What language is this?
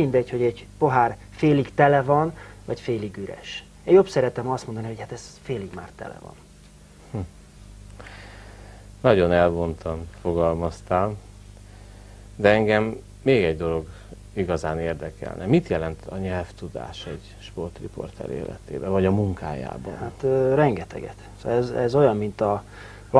Hungarian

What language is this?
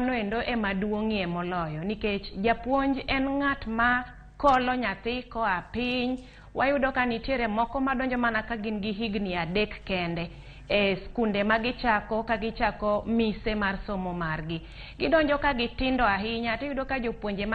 Luo (Kenya and Tanzania)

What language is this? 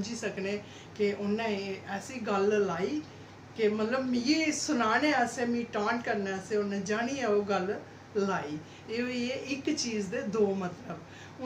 Dogri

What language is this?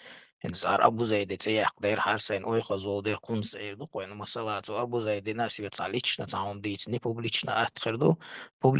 Chechen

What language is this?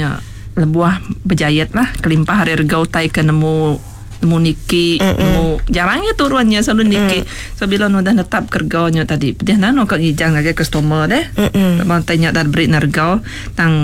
Iban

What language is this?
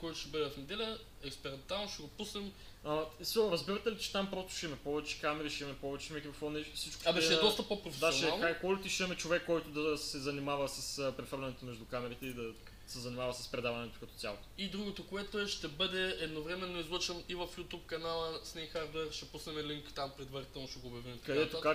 Bulgarian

